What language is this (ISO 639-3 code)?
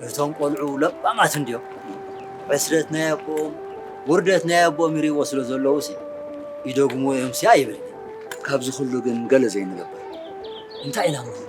tir